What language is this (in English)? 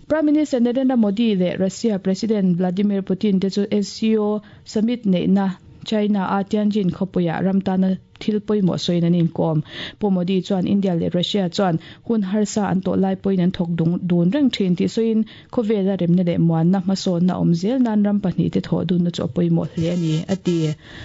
Mizo